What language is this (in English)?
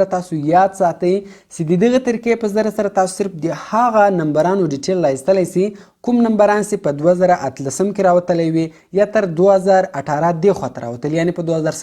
Pashto